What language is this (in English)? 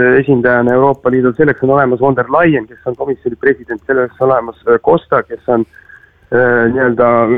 Estonian